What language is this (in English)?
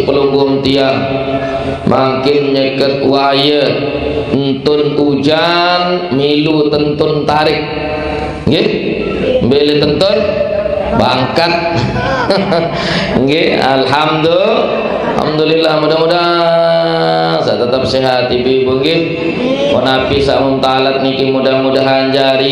Sasak